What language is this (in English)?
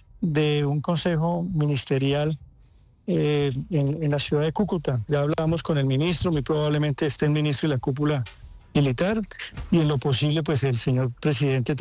Spanish